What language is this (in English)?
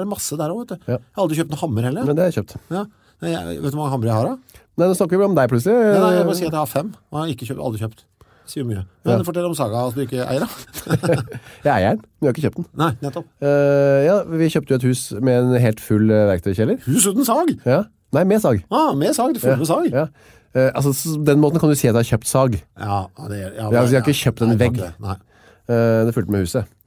Norwegian